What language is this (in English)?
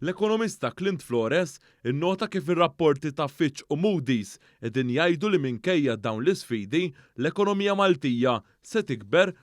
Maltese